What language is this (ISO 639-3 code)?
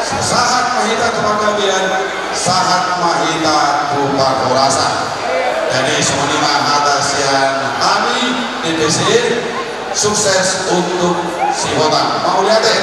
bbc